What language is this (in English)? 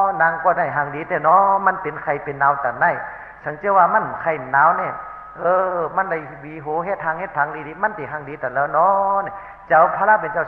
Shan